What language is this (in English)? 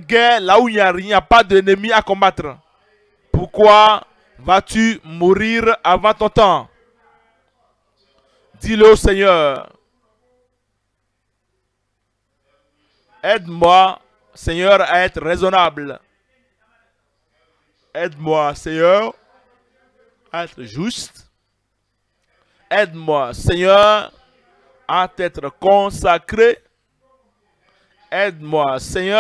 French